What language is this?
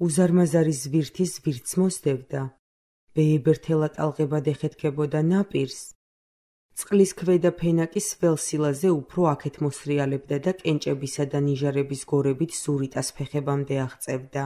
Georgian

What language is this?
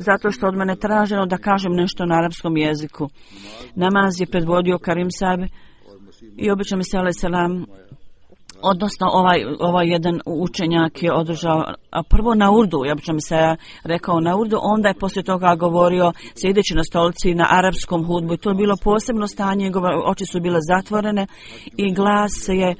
Bosnian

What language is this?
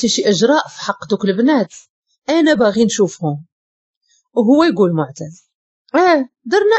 Moroccan Arabic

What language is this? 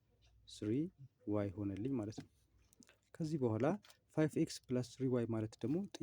Amharic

